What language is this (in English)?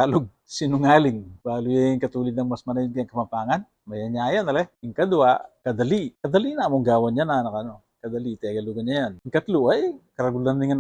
Pampanga